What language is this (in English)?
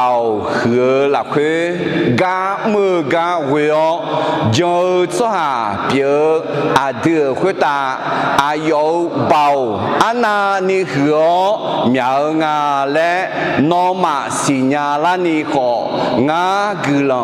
Akha